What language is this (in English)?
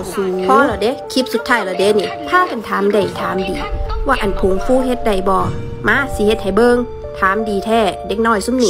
Northeastern Thai